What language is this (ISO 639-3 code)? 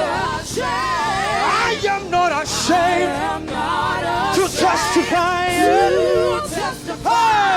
ven